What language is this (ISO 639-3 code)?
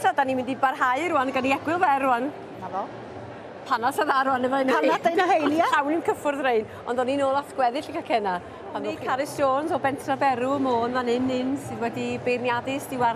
cym